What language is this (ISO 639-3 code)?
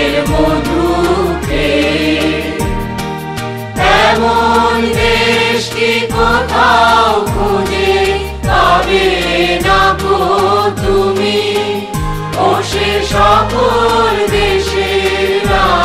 ben